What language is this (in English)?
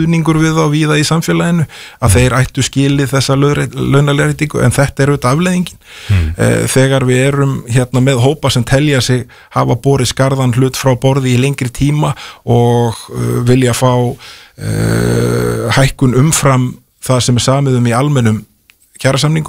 Icelandic